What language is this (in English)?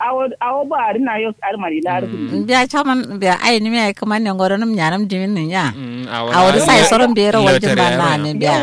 Kanuri